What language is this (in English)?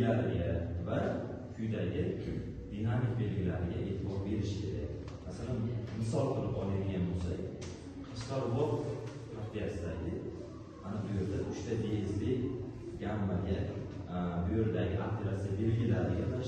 Uzbek